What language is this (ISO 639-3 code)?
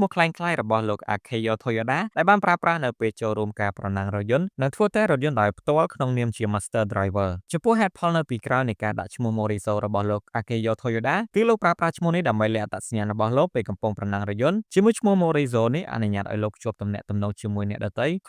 khm